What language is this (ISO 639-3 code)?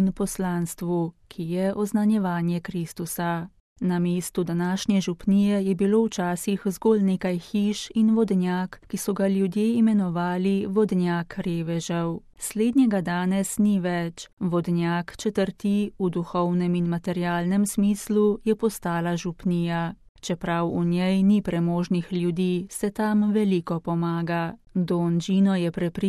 slv